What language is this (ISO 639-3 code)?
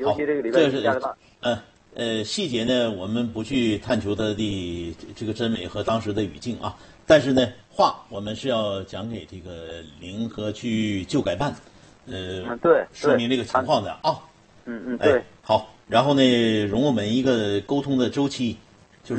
zho